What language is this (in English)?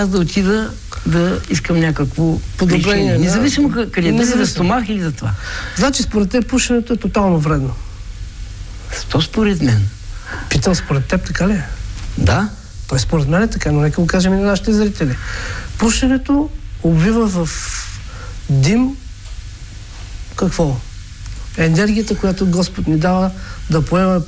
Bulgarian